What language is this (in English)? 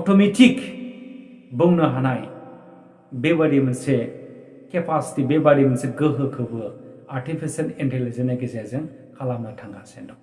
Bodo